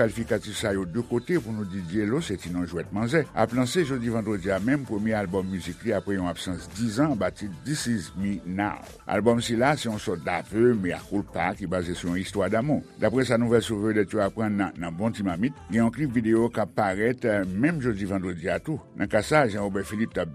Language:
Haitian Creole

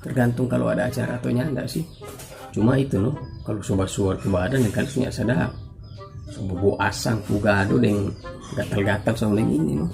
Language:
Manado Malay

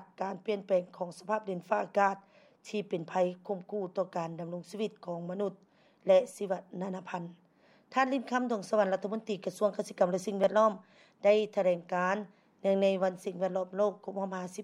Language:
Lao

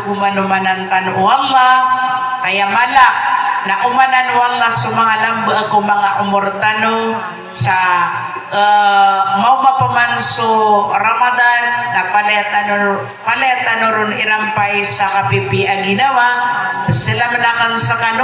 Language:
Maranao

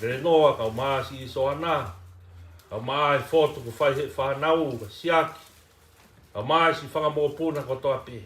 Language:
Tongan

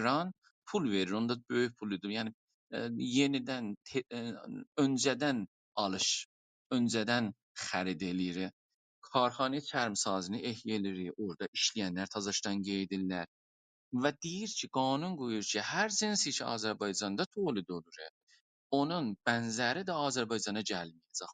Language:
South Azerbaijani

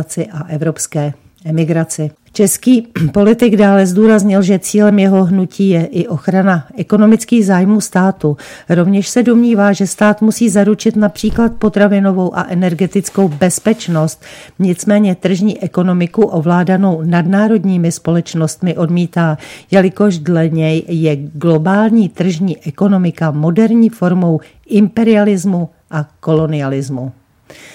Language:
Czech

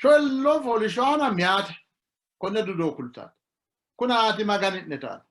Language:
Sidamo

